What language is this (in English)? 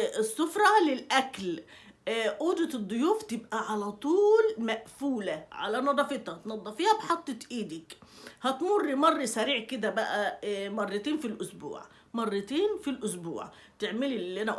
Egyptian Arabic